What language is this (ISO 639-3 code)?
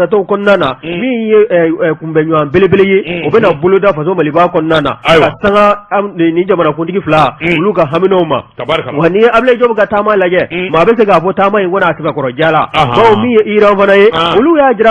bam